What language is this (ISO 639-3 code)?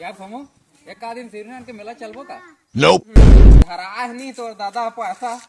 hne